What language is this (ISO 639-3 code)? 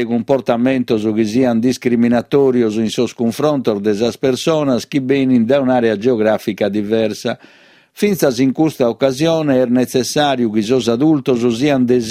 srd